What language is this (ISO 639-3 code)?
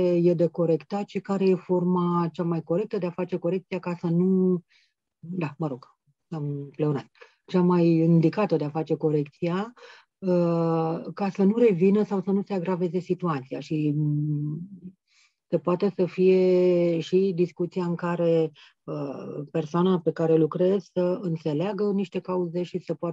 ron